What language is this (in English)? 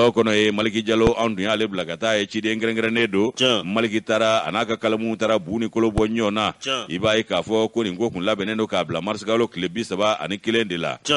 Bambara